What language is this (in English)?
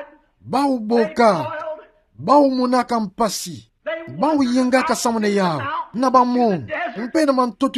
Kituba (Democratic Republic of Congo)